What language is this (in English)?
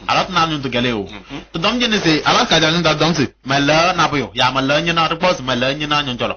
Kabiyè